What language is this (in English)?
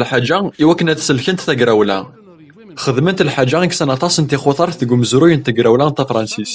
Kabyle